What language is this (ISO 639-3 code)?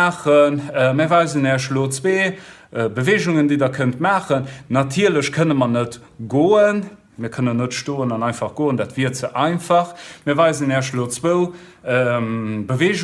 ltz